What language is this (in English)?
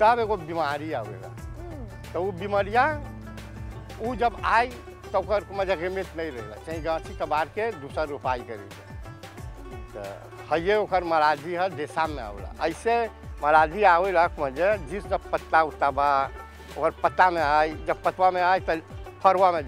Bhojpuri